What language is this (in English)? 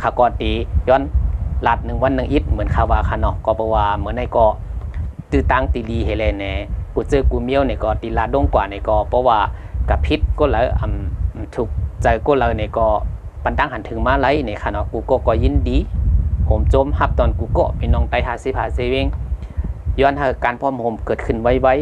Shan